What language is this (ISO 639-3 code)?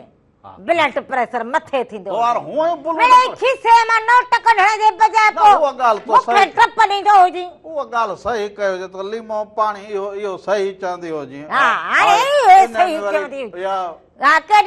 snd